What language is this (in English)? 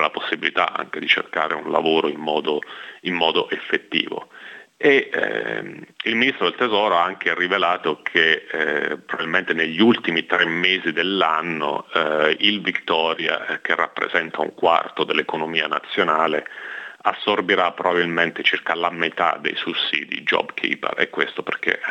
Italian